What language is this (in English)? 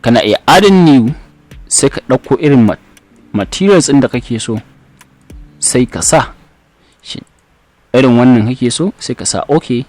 Hausa